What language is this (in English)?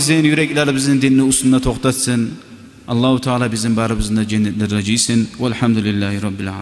Kumyk